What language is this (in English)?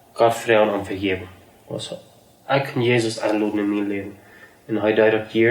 Plautdietsch